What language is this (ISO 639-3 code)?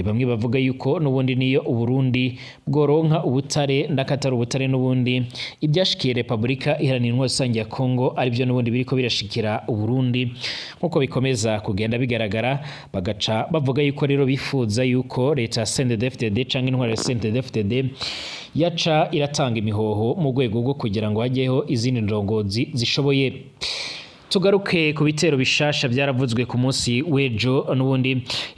run